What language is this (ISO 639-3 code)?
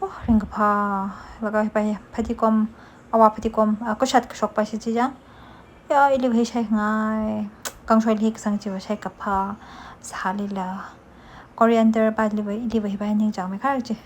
nmf